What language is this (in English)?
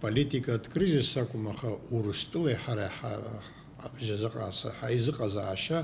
Abkhazian